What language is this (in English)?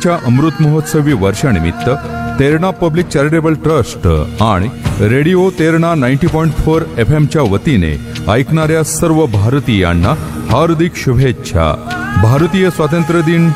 Marathi